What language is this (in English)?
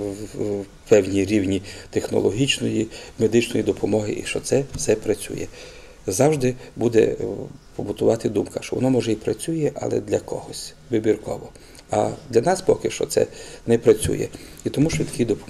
Ukrainian